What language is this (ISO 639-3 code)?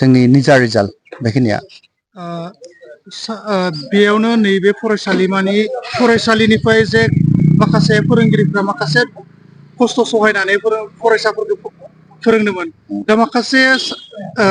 brx